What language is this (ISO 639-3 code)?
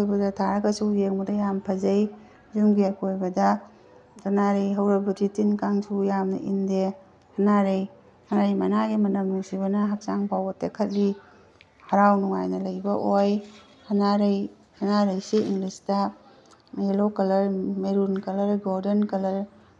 mni